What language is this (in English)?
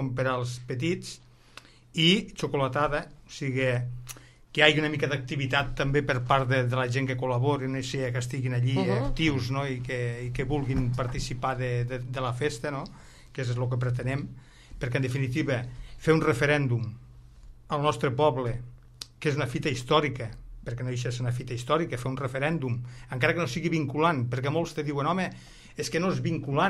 Catalan